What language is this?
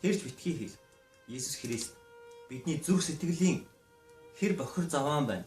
Mongolian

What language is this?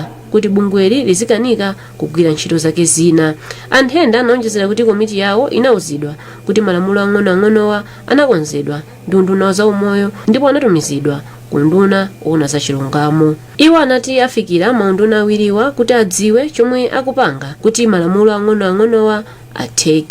Nyanja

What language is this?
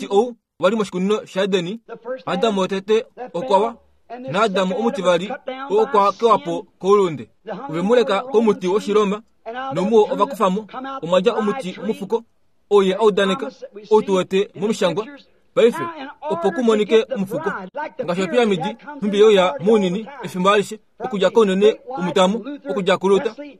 Kuanyama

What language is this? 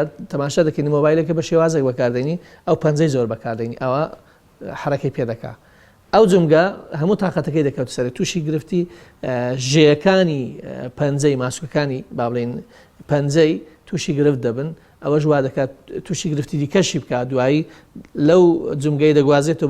Central Kurdish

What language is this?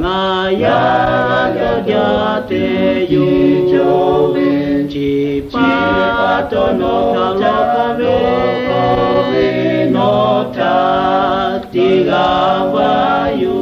Lahu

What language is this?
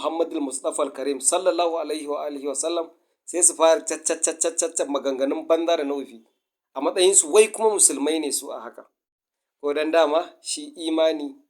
Hausa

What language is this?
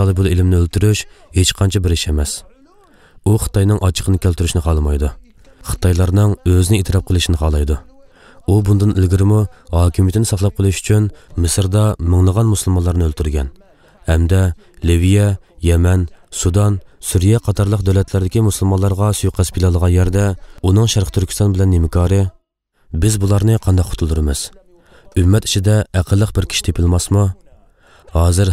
Uyghur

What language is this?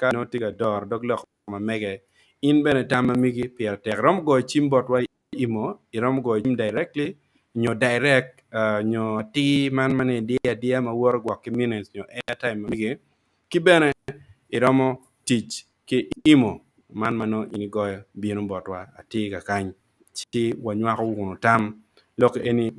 Acoli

